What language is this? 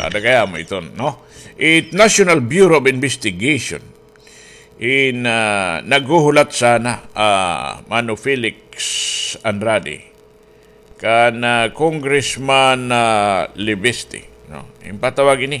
Waray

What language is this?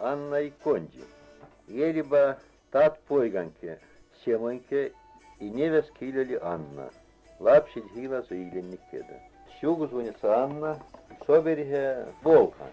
Veps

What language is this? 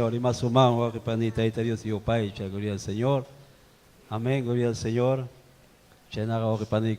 Ayacucho Quechua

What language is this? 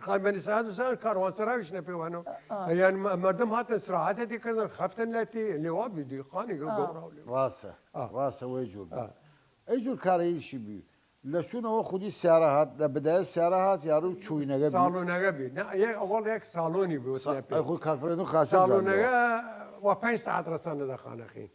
Southern Kurdish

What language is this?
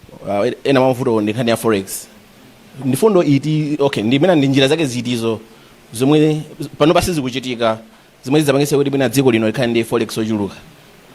Nyanja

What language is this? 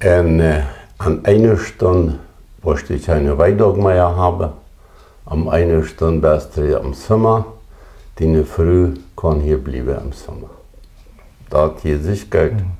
Plautdietsch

